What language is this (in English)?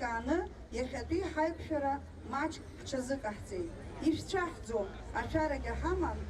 Abkhazian